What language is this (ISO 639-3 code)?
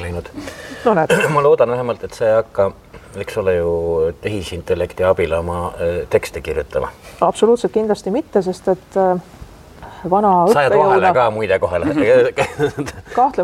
est